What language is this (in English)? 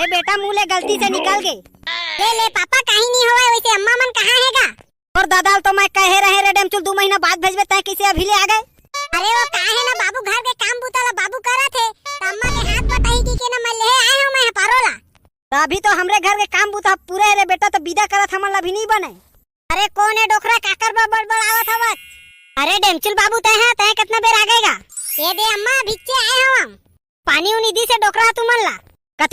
Chhattisgarhi